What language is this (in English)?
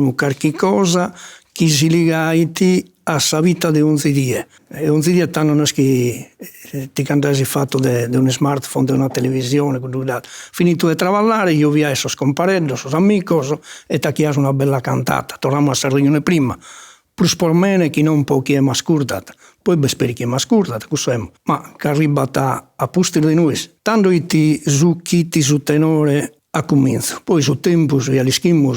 Sardinian